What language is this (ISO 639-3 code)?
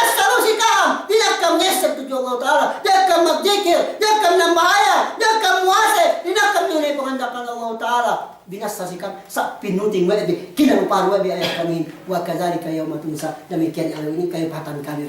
yka